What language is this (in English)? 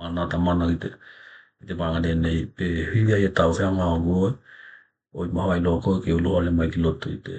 Tokelau